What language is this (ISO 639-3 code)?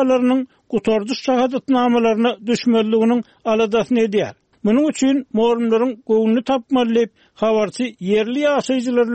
tuk